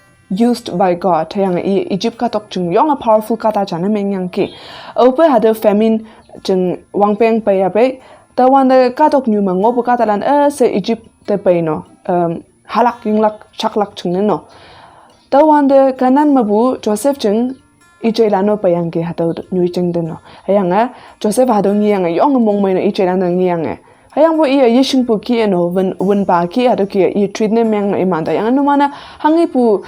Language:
Konyak Naga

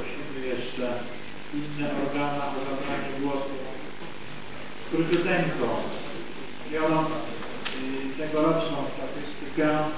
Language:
Polish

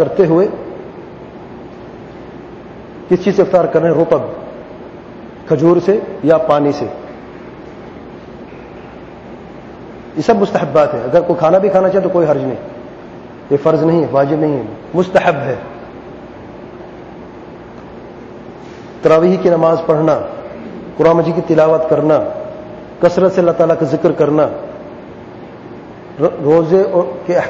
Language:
Urdu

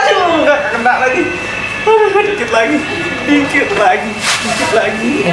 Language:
Betawi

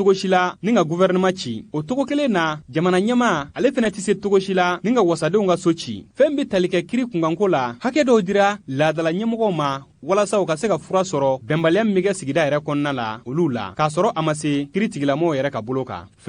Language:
Bambara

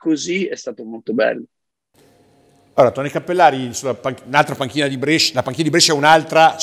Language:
Italian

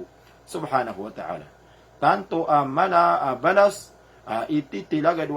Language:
Maranao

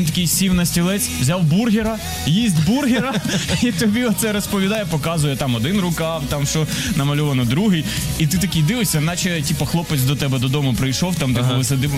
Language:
Ukrainian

